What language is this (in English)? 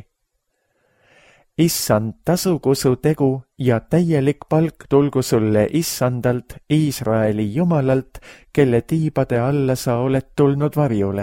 Estonian